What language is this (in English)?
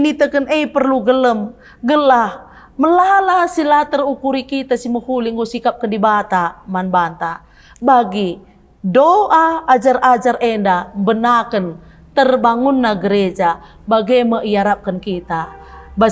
Batak Karo